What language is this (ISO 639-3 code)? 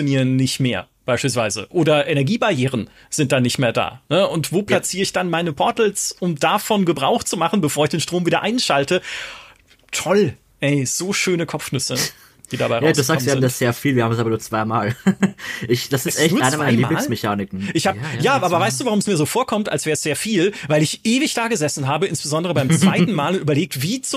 deu